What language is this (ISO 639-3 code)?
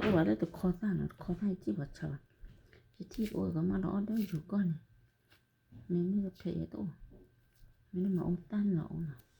ksw